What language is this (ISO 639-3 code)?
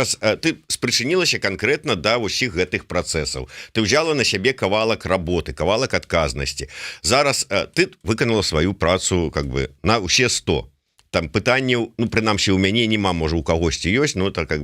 bel